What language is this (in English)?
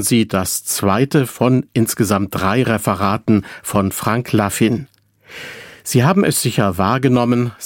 German